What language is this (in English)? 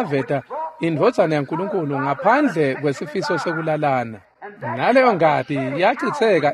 Swati